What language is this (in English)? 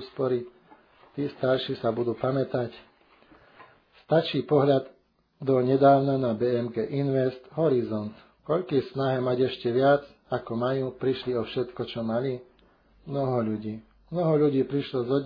Slovak